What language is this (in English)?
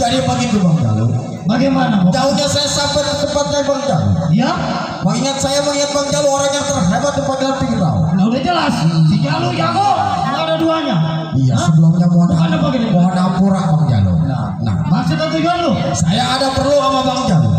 Betawi